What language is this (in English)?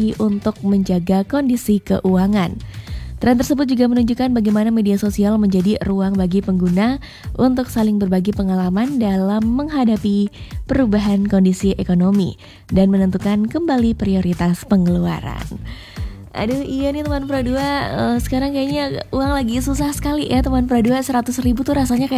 Indonesian